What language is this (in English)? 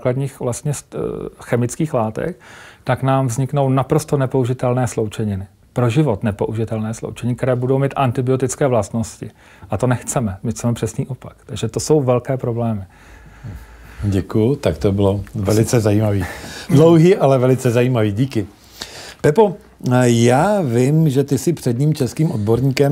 Czech